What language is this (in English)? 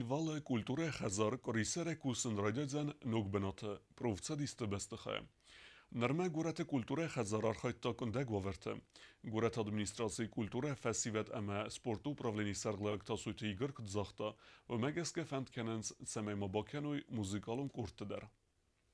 Ossetic